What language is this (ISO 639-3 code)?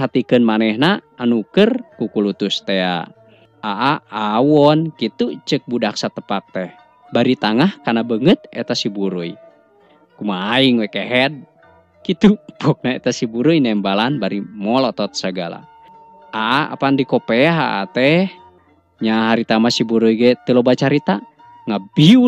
sun